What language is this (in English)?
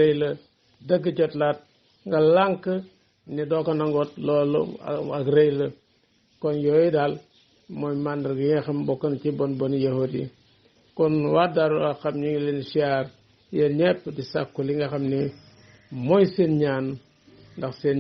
Wolof